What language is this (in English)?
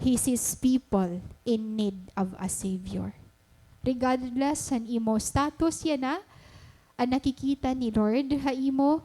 Waray